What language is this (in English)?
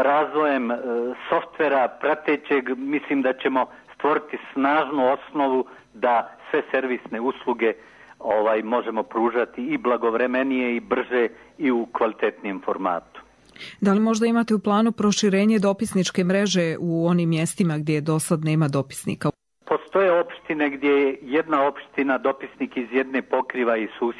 Bosnian